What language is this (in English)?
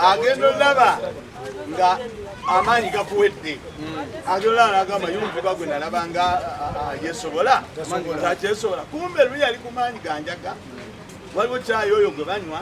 Ganda